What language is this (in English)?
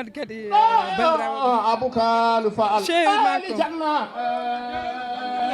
Fula